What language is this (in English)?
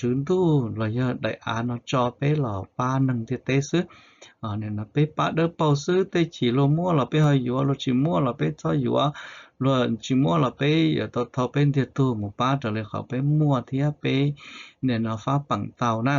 Hmong